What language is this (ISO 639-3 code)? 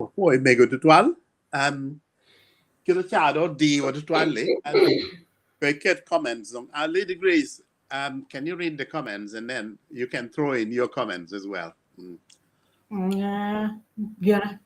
ach